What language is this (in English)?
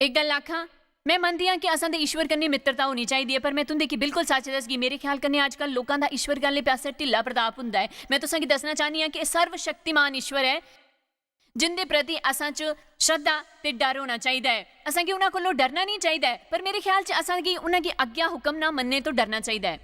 Dogri